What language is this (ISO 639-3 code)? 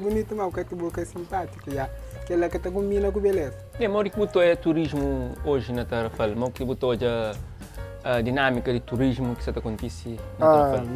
kea